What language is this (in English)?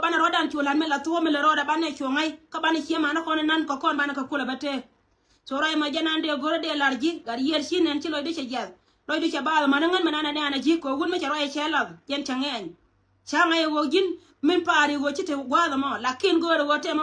Nuer